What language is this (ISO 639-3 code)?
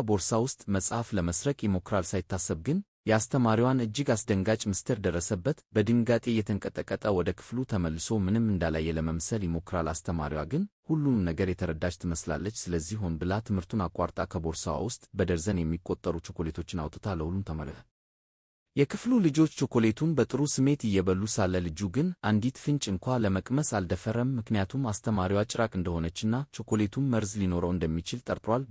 amh